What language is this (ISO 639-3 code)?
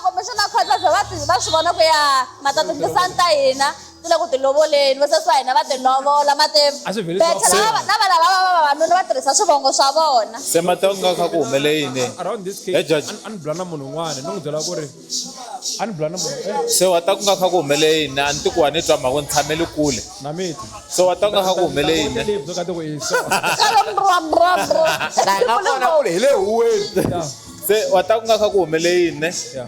tso